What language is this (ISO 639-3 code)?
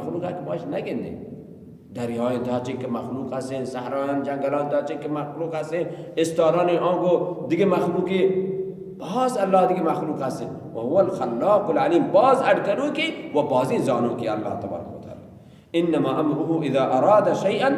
bal